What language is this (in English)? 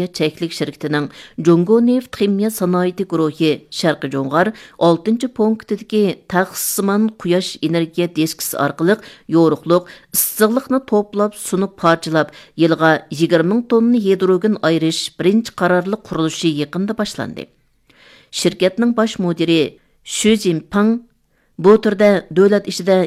Uyghur